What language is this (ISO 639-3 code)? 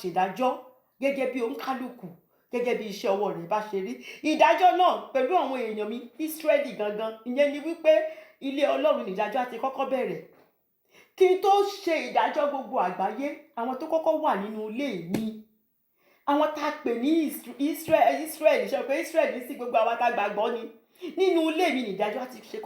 yor